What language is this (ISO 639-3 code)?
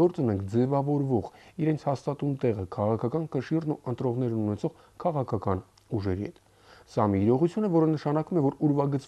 hye